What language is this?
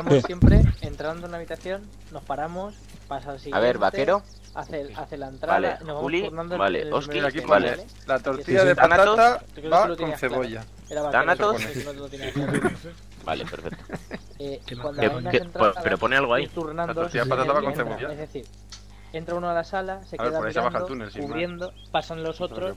Spanish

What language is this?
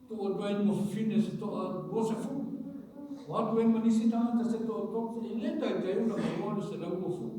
Samoan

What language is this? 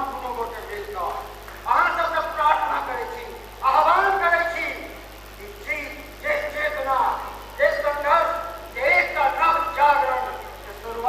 Maithili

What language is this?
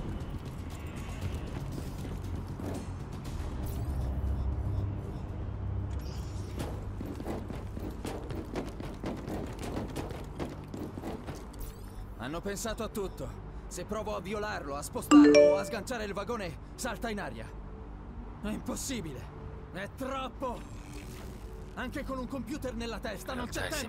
Italian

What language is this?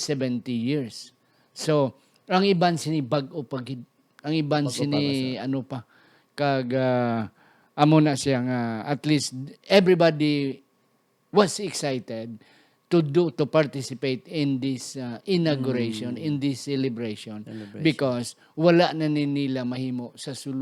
Hiligaynon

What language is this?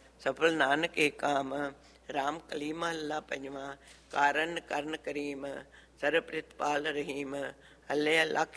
Punjabi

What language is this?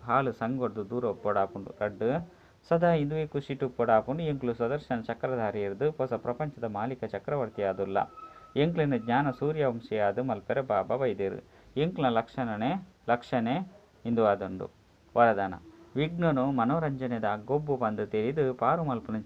Tulu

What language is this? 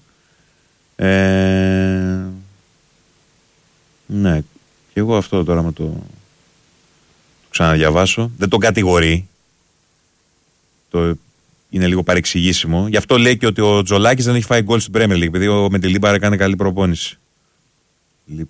Greek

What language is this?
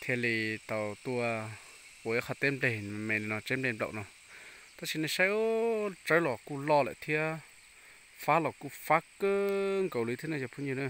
Hmong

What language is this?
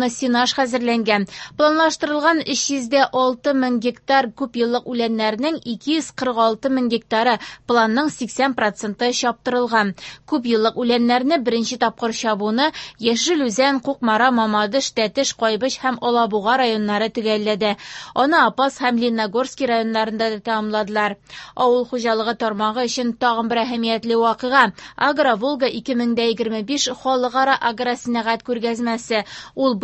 Tatar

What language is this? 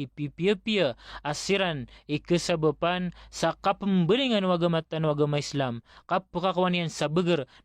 Maranao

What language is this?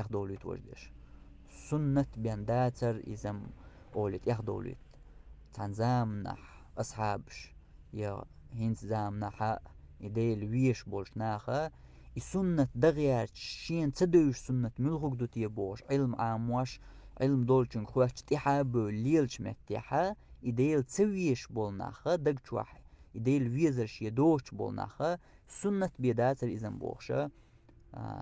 Chechen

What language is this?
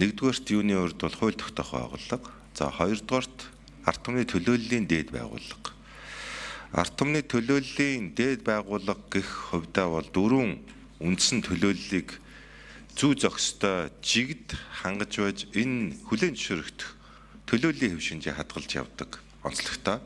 Mongolian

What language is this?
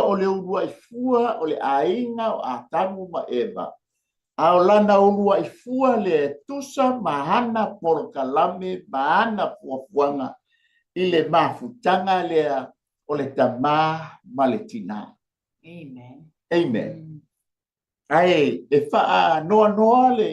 Samoan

